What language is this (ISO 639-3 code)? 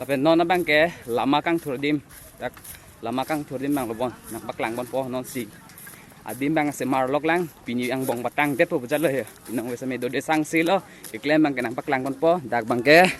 mjw